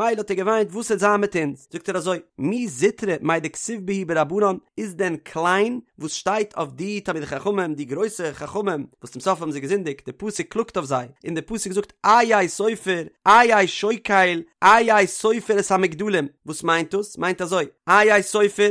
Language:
Yiddish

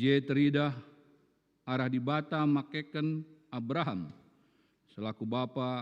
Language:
Batak Karo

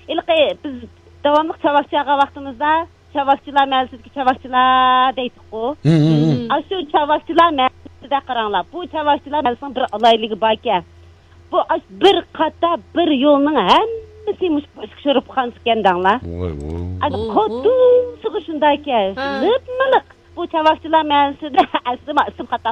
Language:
Uyghur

